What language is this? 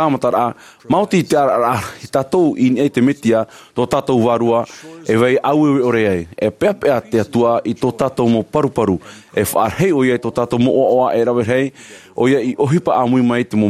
Tahitian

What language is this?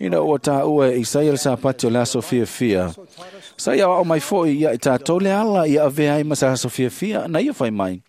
Samoan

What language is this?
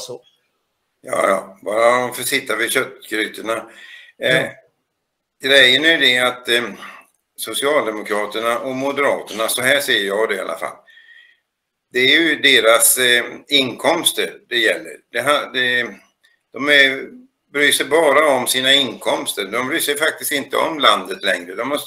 Swedish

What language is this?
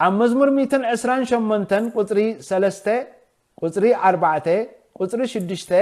Tigrinya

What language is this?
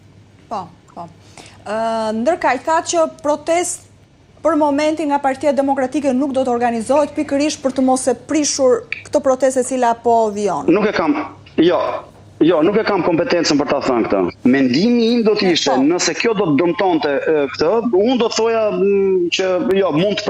Albanian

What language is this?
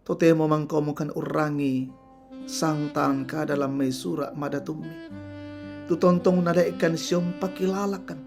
Toraja-Sa'dan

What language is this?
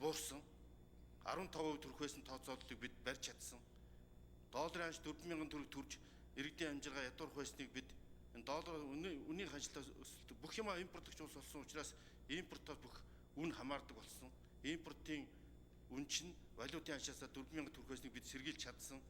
Mongolian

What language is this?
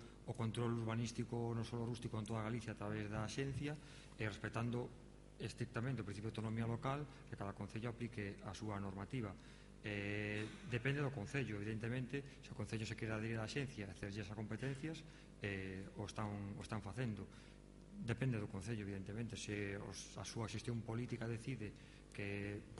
Galician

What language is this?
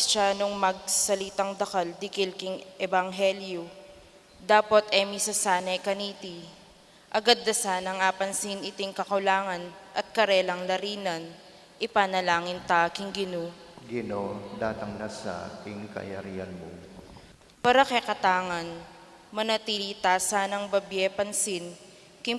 Pampanga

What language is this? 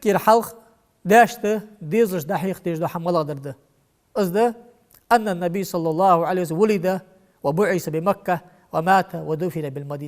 Ingush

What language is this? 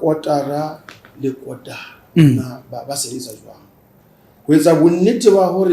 Southern Sotho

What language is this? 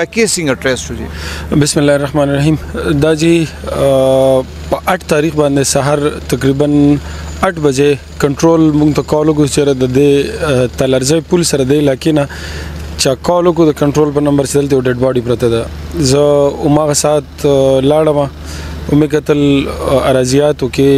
Pashto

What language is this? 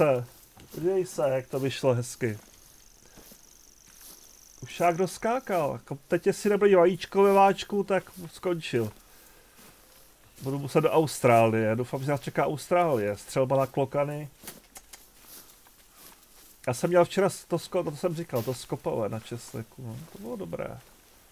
Czech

